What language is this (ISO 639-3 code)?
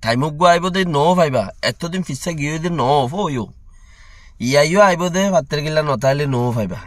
rhg